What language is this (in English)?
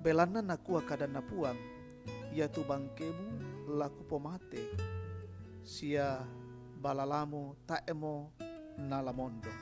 Toraja-Sa'dan